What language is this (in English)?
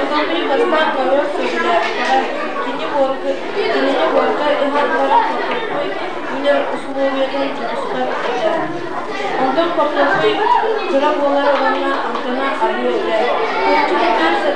Yakut